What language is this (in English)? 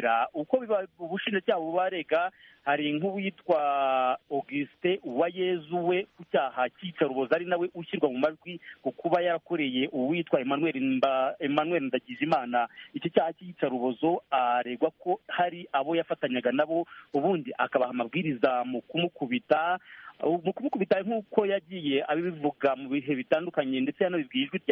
Kinyarwanda